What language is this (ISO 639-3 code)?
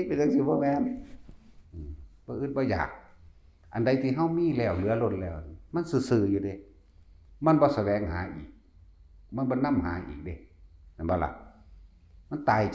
tts